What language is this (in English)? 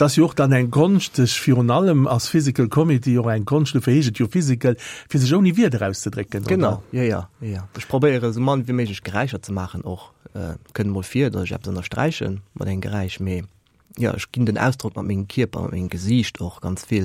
Luxembourgish